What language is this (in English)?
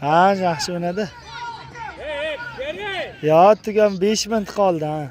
Uzbek